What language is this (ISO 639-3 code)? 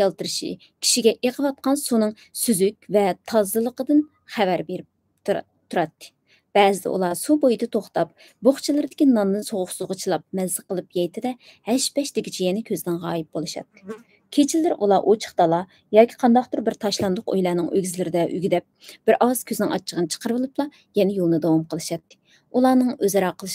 uig